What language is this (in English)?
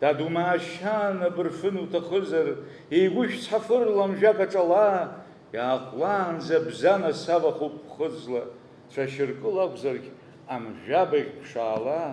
Abkhazian